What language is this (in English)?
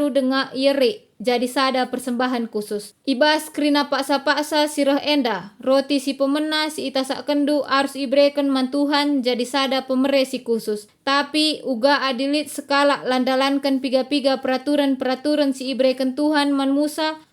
Batak Karo